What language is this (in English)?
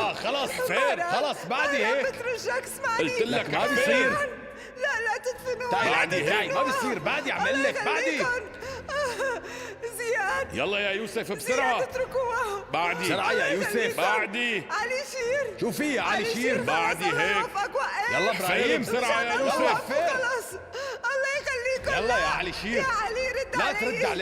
North Levantine Arabic